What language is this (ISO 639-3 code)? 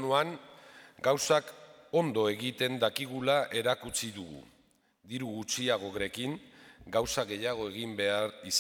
eus